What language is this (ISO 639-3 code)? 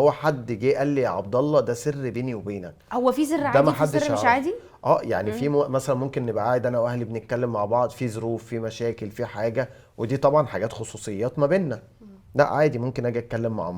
arz